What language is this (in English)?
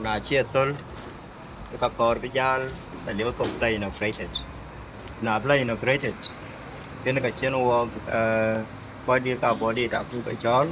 Dinka